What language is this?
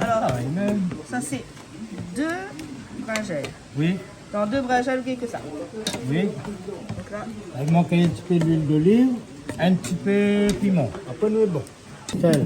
Réunion Creole French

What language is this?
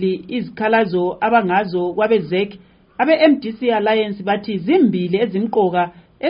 North Ndebele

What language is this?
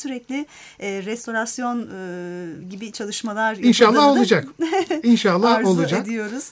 Turkish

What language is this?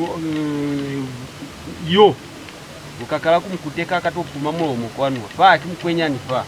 Lozi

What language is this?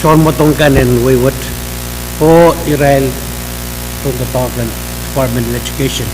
Pohnpeian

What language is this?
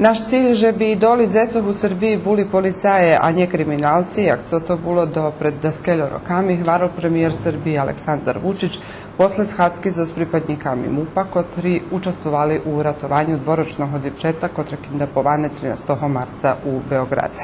Rusyn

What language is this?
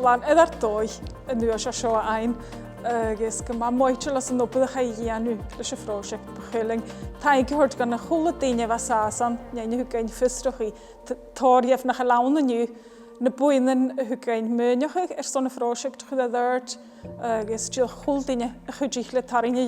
Scottish Gaelic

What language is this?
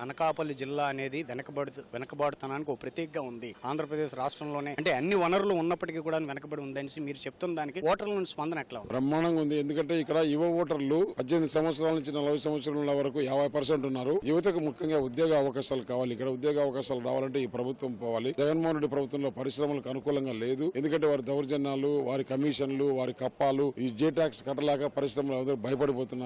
Telugu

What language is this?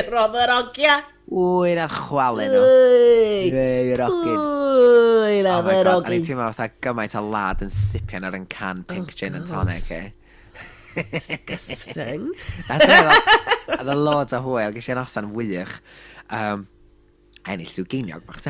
Welsh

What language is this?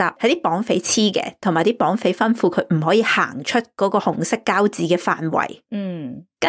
Cantonese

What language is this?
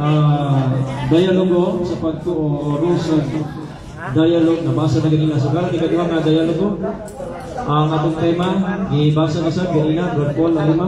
Cebuano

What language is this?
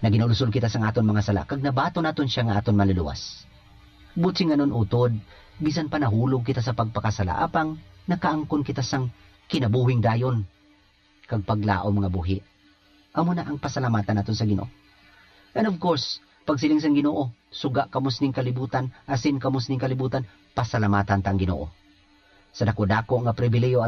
Hiligaynon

